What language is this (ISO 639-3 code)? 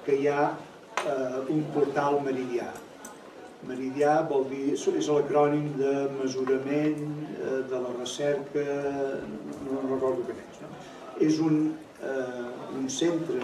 cat